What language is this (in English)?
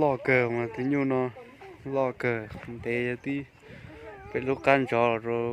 Hmong